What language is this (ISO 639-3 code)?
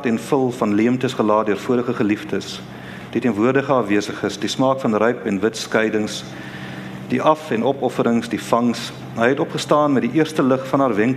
afr